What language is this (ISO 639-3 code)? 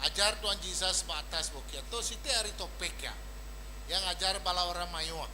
iba